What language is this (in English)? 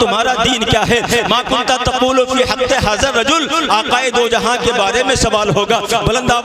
Urdu